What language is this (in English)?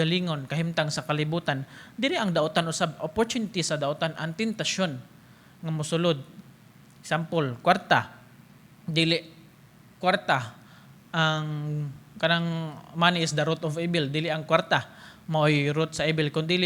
Cebuano